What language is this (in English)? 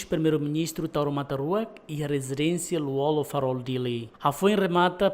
Tetum